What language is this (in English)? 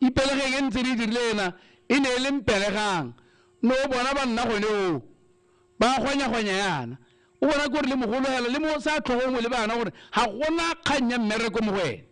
Tswana